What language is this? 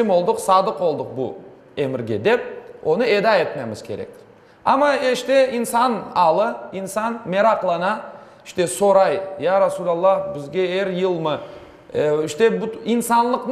Crimean Tatar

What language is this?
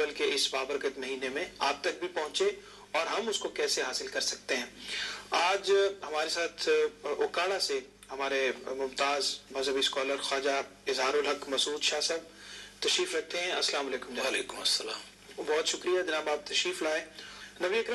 Urdu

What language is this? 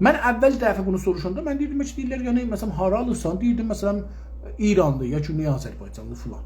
South Azerbaijani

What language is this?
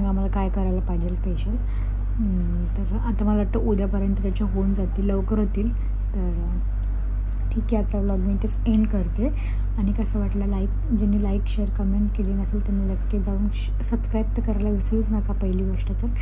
Marathi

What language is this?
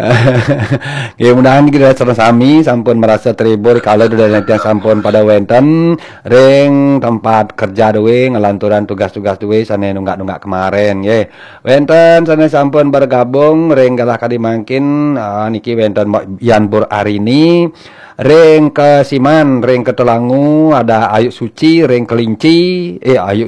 Balinese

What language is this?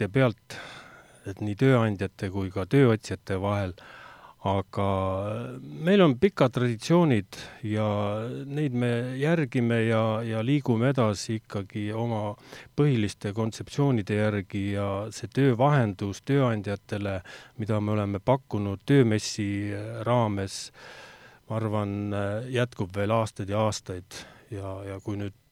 Estonian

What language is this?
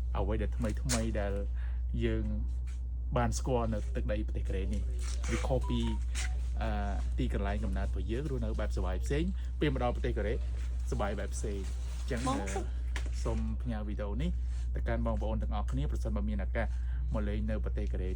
Khmer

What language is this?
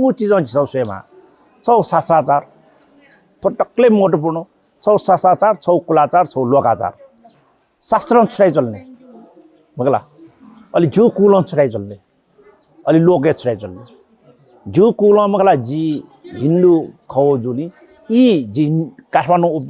Newari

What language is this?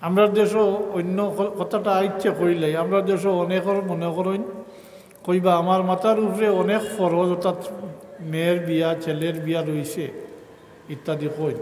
Sylheti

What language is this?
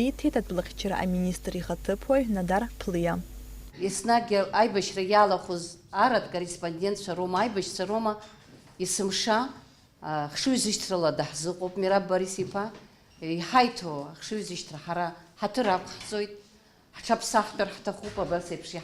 Abkhazian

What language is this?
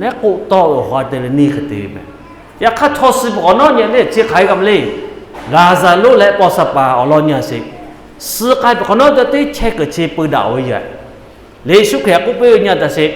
Lahu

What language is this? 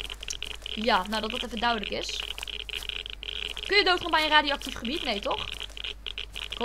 Dutch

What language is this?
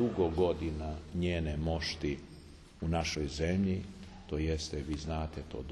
Serbian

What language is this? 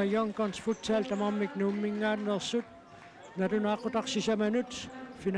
Kalaallisut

